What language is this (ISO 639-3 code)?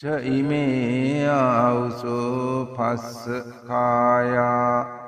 sin